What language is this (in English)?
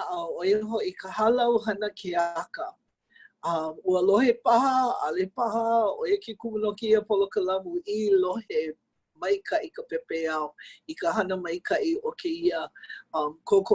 Hawaiian